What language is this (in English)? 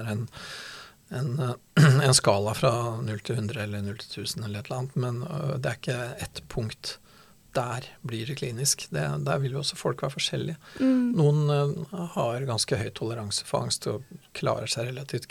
Norwegian